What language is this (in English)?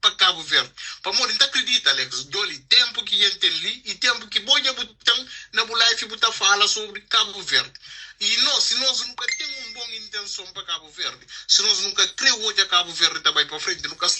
Kabuverdianu